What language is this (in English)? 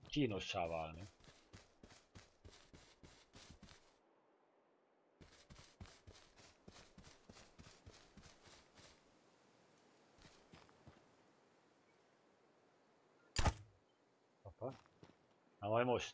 Hungarian